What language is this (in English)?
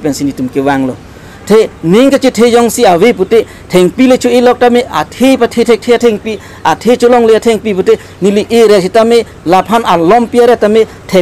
Karbi